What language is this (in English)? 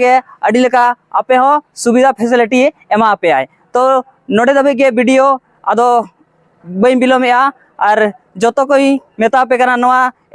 Santali